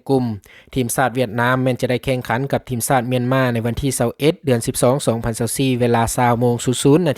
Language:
Lao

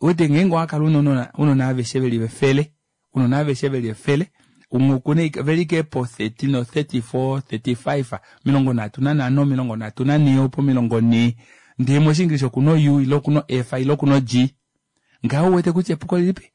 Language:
Kuanyama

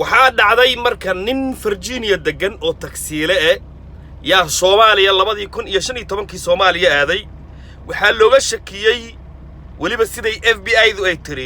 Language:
Somali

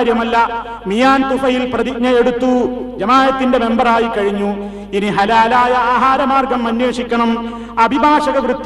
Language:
Malayalam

